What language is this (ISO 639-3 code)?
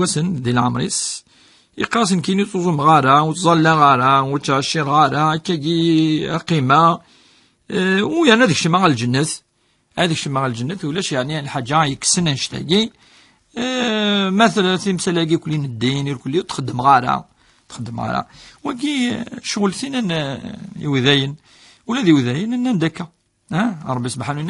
kab